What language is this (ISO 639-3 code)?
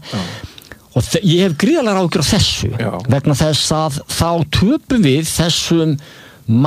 isl